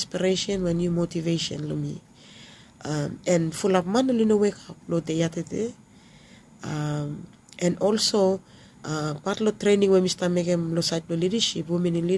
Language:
Bislama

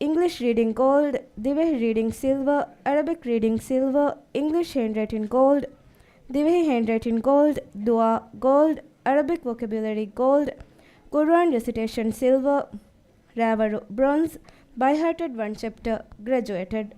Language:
Divehi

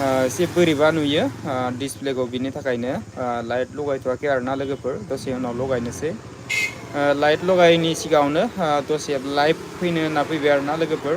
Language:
Bodo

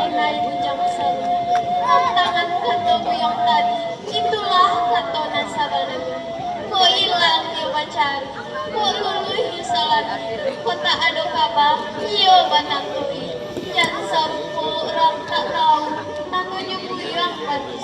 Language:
Minangkabau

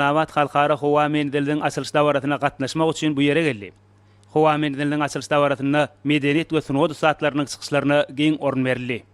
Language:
Turkmen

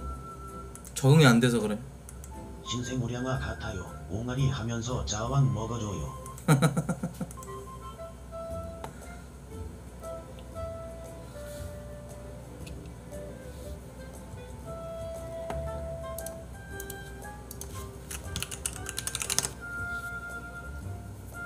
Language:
Korean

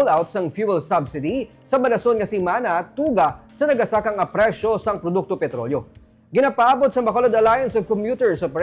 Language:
Hiligaynon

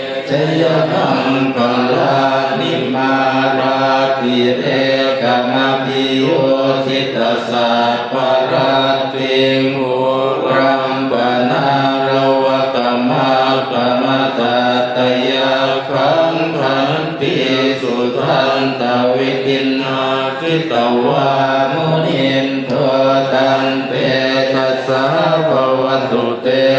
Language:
Pali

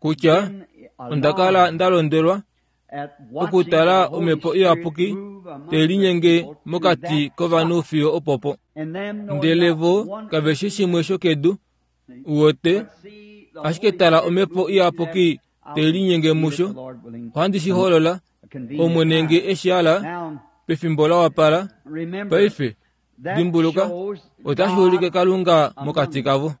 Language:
Kuanyama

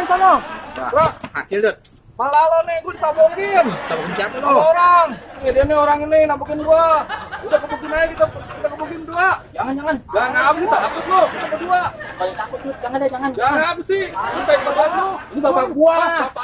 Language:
Betawi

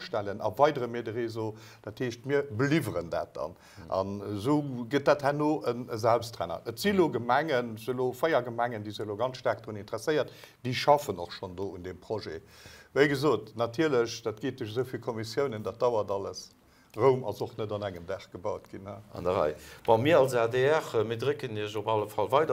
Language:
Luxembourgish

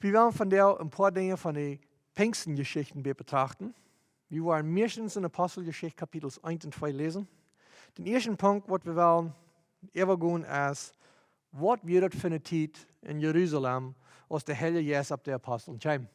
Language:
Plautdietsch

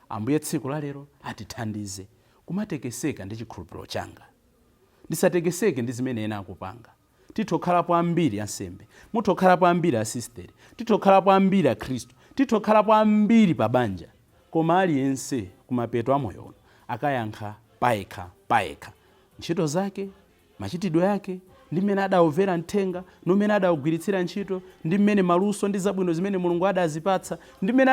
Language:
Nyanja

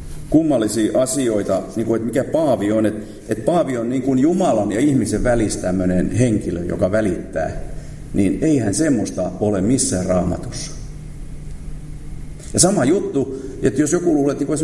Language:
Finnish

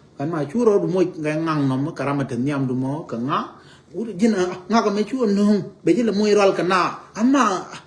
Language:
Nuer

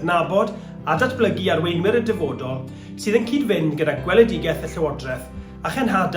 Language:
Welsh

